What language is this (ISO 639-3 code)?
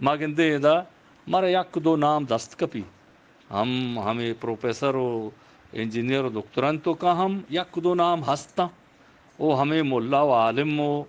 bgp